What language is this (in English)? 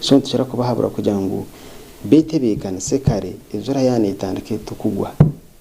Nyankole